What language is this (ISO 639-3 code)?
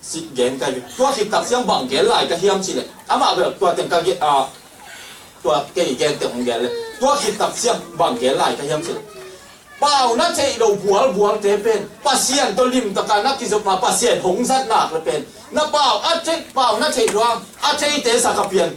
ctd